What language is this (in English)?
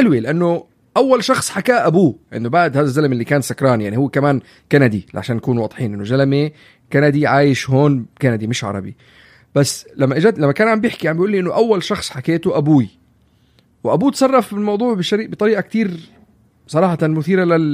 North Levantine Arabic